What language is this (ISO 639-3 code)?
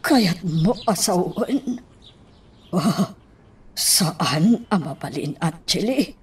ilo